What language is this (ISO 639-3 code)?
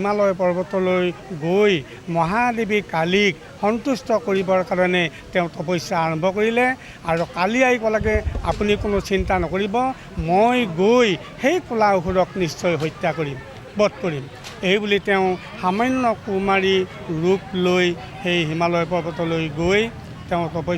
asm